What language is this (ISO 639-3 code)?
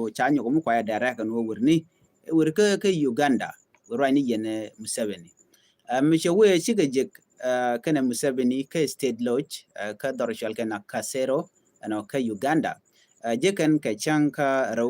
nus